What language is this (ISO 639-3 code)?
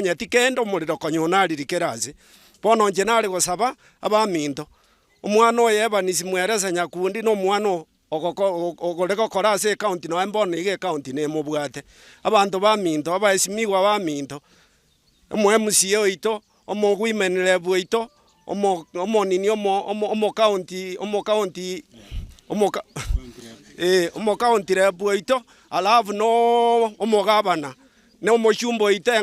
guz